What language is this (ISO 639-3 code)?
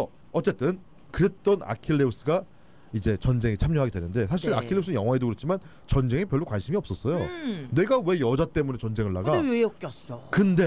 kor